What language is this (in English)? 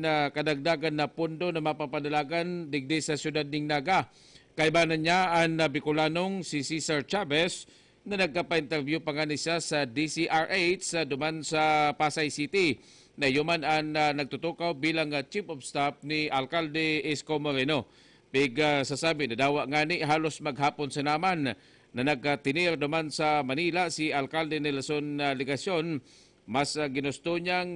Bikol